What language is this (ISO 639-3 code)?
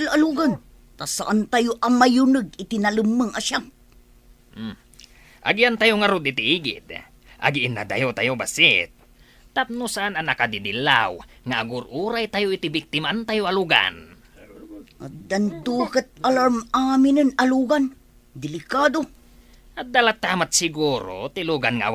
ilo